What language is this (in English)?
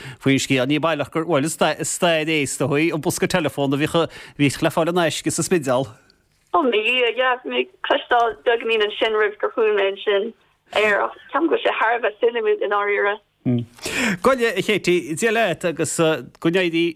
Irish